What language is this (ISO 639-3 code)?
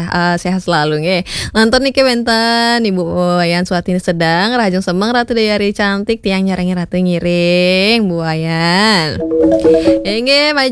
ban